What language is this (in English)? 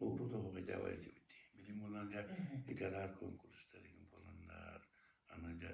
Yakut